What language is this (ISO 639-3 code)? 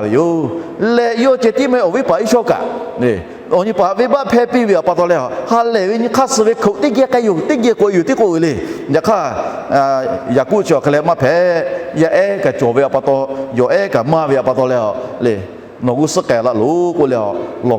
lhu